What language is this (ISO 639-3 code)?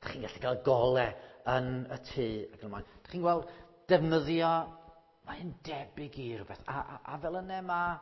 cym